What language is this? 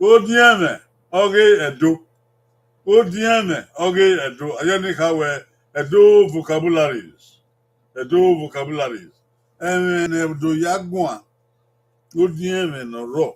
Bini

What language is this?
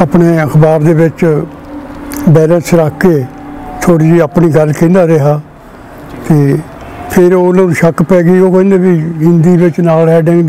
Punjabi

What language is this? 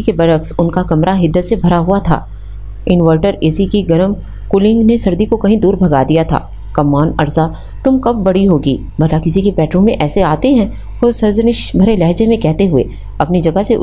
Urdu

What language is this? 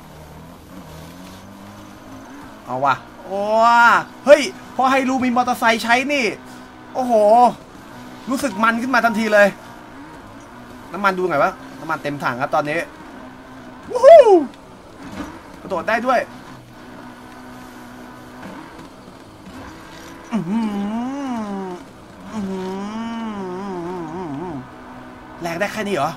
Thai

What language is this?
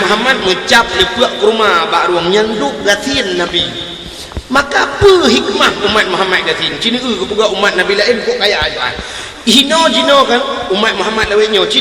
Achinese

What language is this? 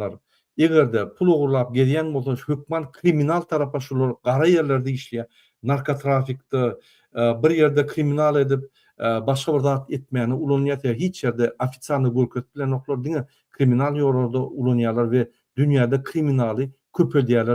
Turkmen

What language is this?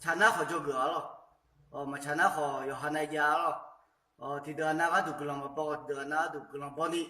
Akha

